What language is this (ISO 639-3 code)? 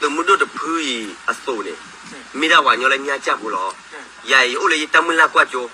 ksw